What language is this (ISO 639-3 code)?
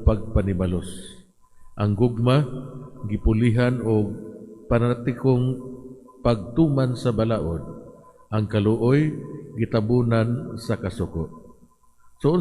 ceb